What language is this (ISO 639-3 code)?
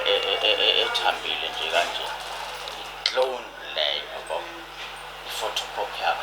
zul